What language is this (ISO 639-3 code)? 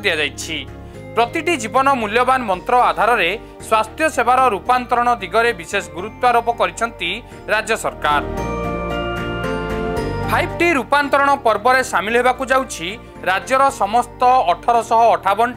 ori